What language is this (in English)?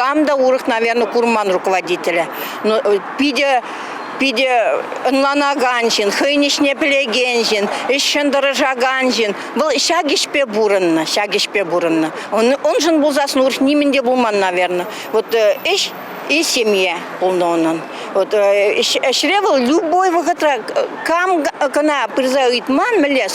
Chuvash